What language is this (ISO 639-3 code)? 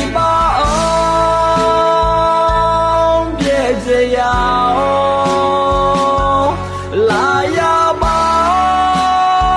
ahk